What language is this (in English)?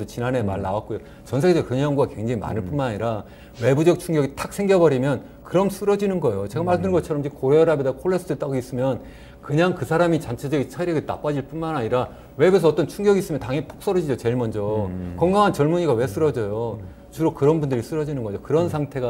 Korean